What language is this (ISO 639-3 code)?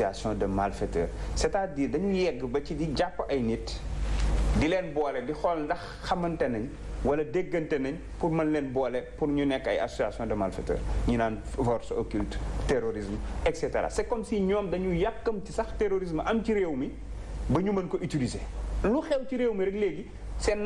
wol